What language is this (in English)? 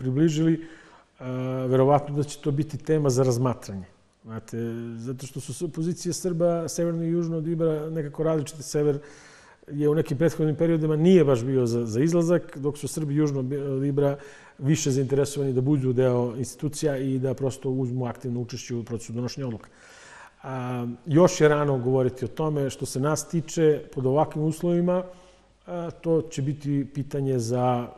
Serbian